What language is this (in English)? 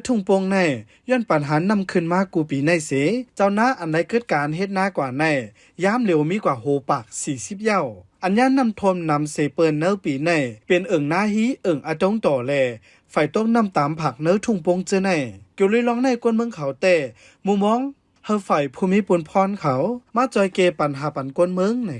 Shan